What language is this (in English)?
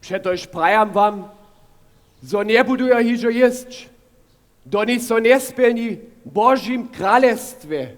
Upper Sorbian